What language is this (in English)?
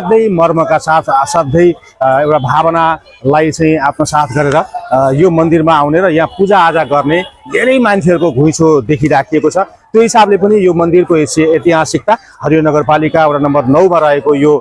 Nepali